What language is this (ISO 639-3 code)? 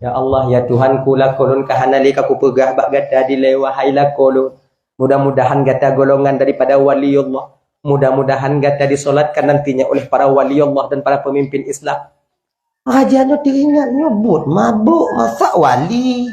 ace